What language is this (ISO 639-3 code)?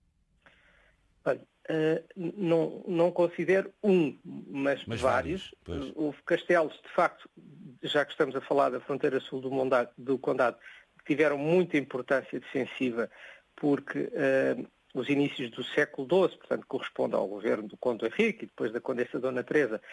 por